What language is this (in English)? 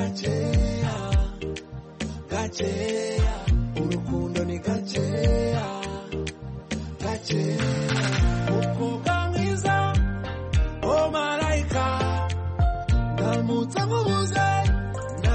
Kinyarwanda